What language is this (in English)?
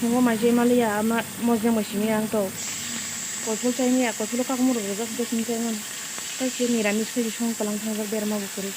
Kok Borok